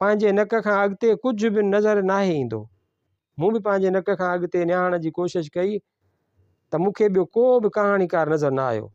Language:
Sindhi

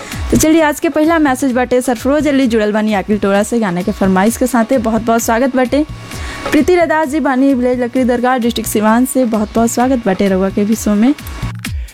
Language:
Bhojpuri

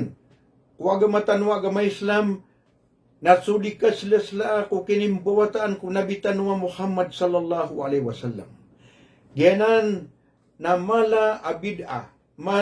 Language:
Maranao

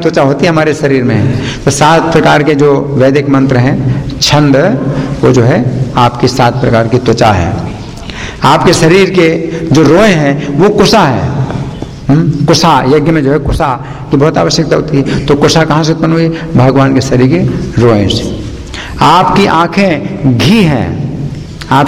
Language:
Hindi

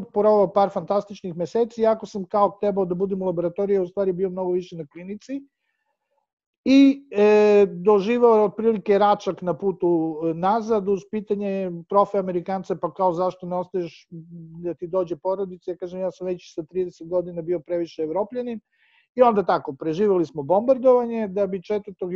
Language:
Serbian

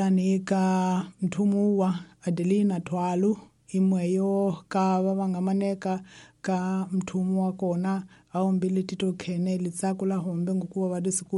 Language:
Tsonga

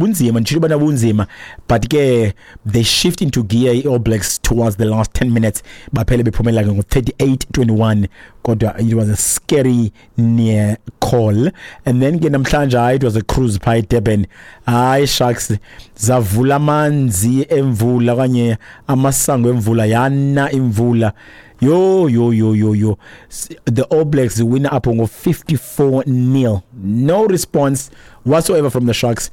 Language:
Xhosa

